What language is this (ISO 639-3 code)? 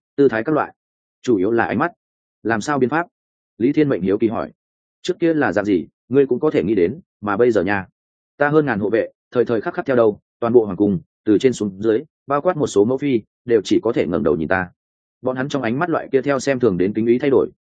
vie